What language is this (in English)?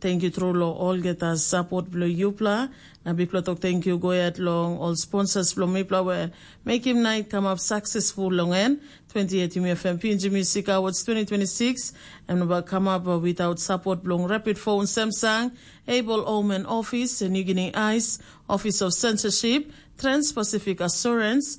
Tok Pisin